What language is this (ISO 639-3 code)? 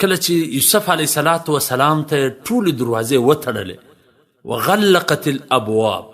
pus